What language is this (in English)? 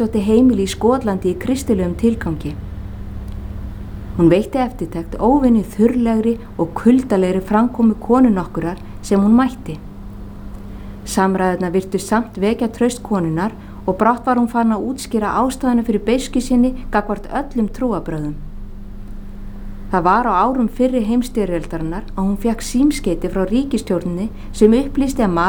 Icelandic